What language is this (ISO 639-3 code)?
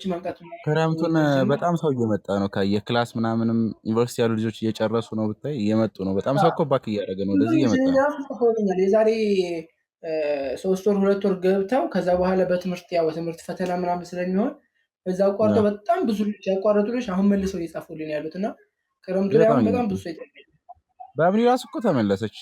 amh